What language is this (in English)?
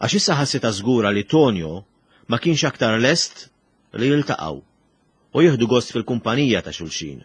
Maltese